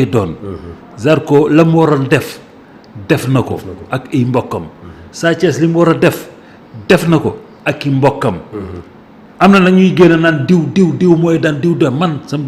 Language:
Wolof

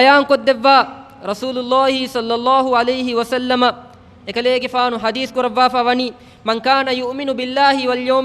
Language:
Divehi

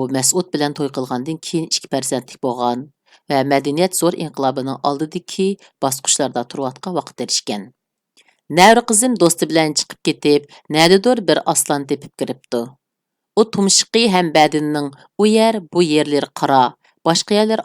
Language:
Uyghur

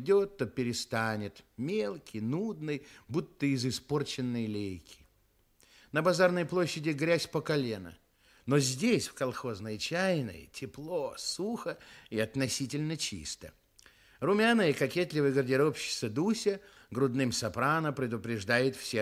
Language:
Russian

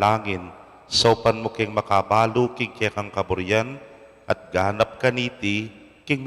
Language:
Pampanga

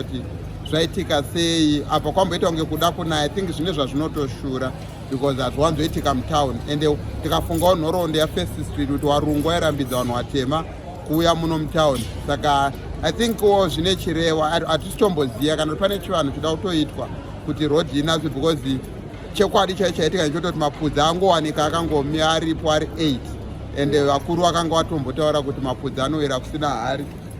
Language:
Shona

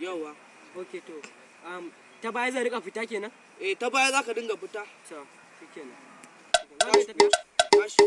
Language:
Hausa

